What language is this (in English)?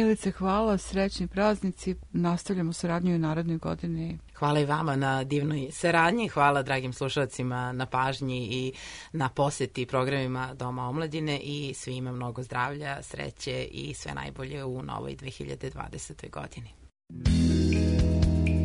Serbian